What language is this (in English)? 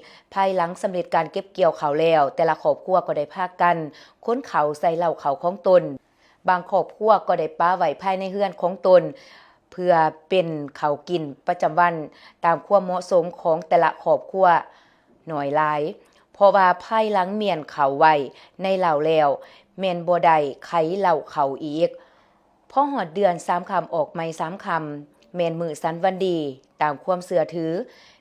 Lao